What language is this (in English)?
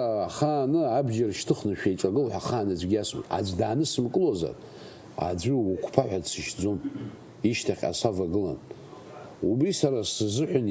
Abkhazian